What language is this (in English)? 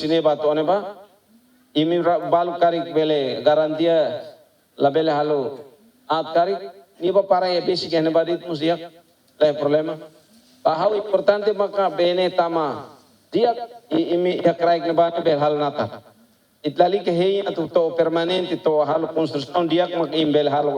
Tetum